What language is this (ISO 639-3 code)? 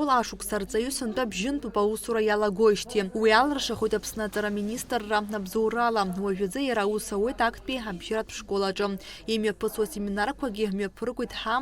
abk